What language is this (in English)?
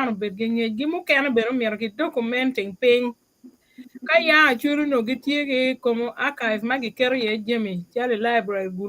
Acoli